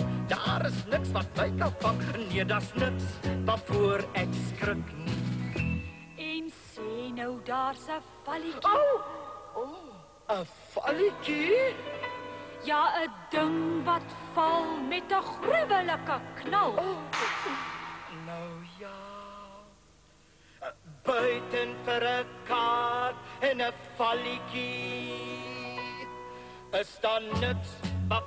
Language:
Afrikaans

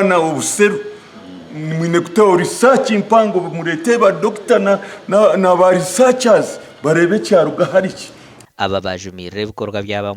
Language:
Nyankole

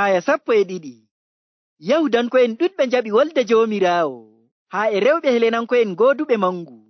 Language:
Nigerian Fulfulde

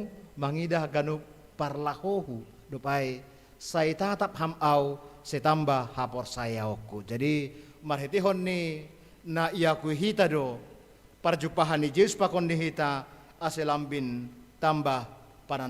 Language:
Batak Simalungun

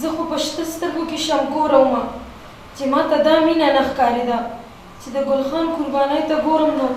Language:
Pashto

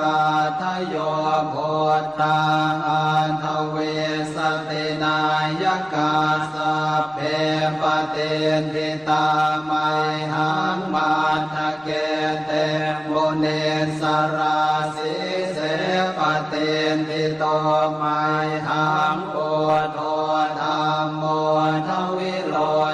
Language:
Pali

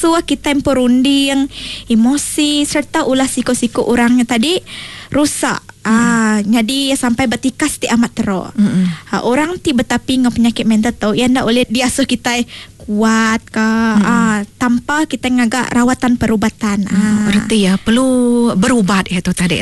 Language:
Iban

